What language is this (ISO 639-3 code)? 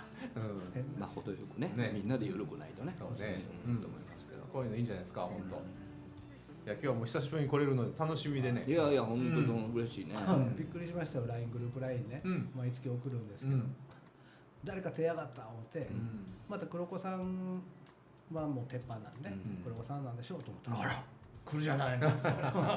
jpn